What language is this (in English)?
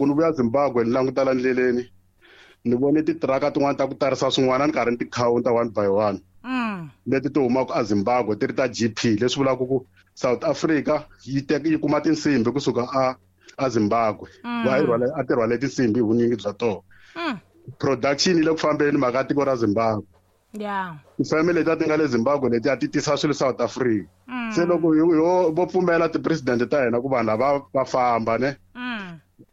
Tsonga